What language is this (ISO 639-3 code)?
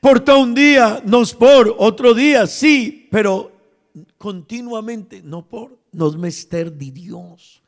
pap